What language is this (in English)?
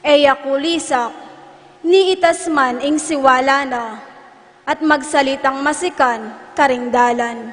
Pampanga